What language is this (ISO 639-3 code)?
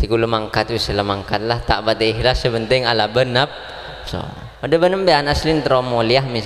mad